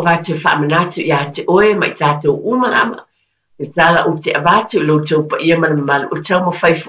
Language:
Samoan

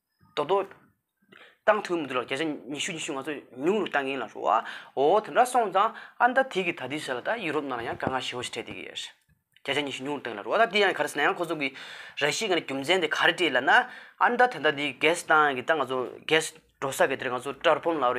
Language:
Tibetan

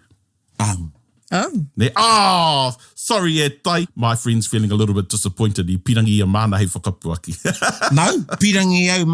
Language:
Māori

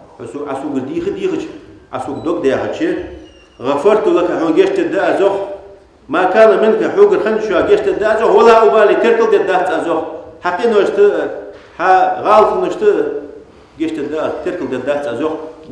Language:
Ingush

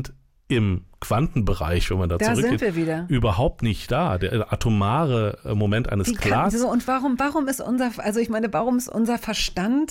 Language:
German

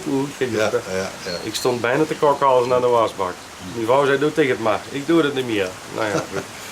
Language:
Limburgish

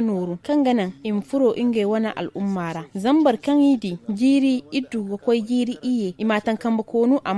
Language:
Zarma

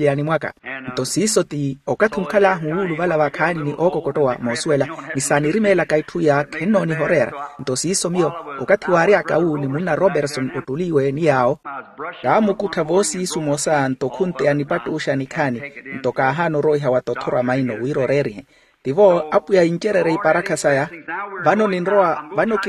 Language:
Makhuwa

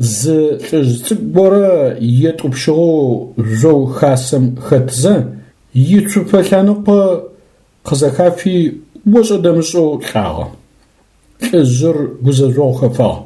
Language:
Adyghe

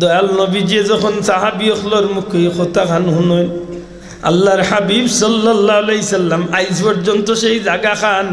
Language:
Sylheti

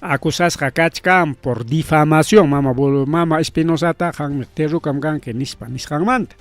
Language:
Ayacucho Quechua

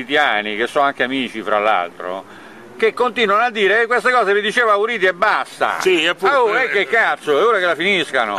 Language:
Italian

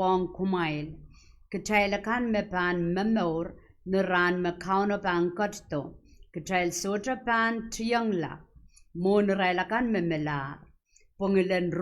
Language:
Pohnpeian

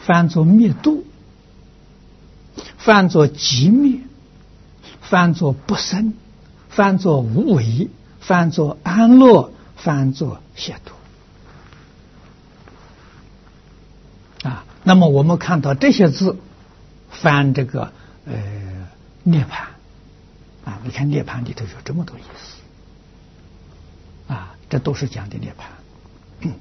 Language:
Chinese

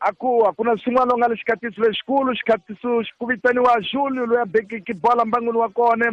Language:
Tsonga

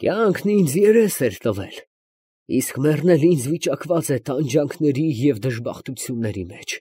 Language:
Armenian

